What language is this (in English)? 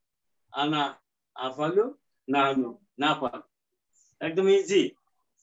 Bangla